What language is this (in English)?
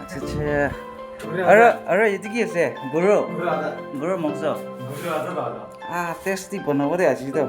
Naga Pidgin